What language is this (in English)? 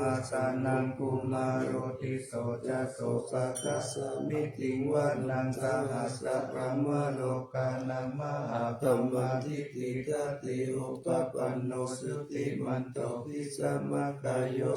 Pali